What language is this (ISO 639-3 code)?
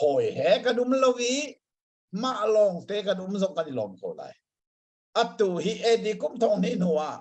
cnh